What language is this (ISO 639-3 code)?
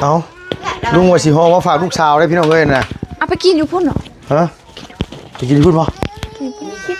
lao